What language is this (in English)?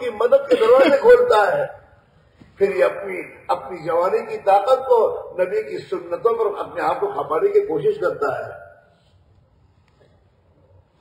Urdu